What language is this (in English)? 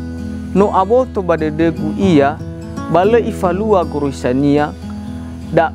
Nias